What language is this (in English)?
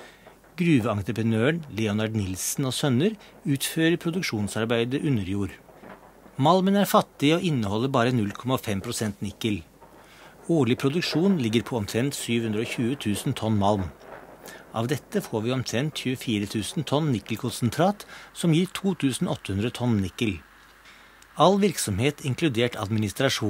Norwegian